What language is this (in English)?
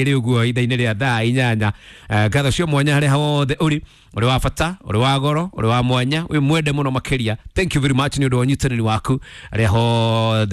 Kikuyu